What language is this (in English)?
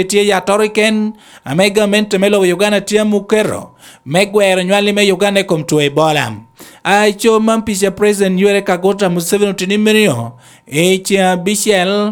Lango (Uganda)